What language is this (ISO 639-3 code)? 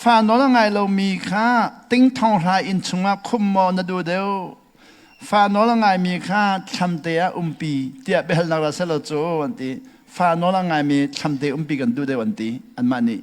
cnh